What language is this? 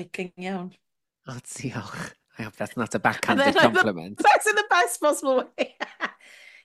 Welsh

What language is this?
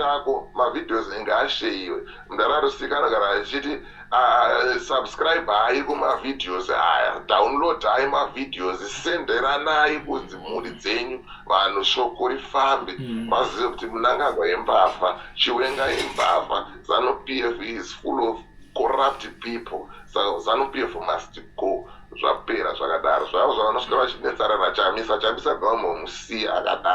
Shona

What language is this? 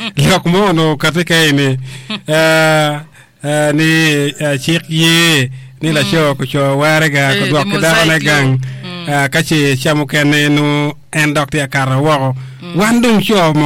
Acoli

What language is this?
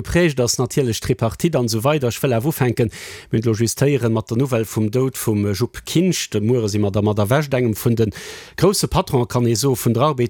Luxembourgish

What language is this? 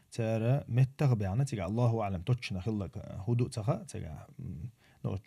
Chechen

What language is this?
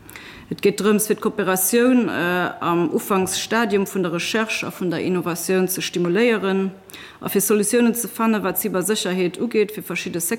Luxembourgish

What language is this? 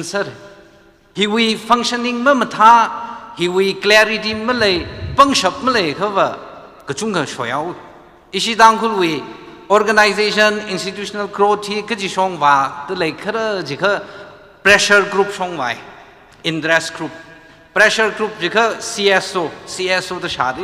Tangkhul Naga (India)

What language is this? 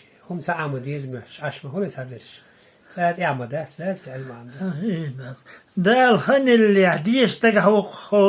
Chechen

